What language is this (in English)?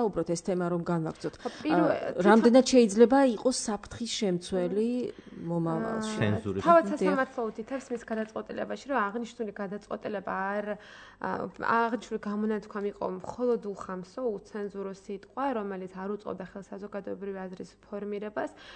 Georgian